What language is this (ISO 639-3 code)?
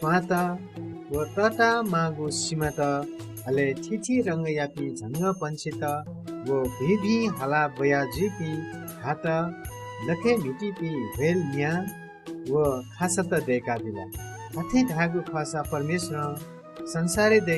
new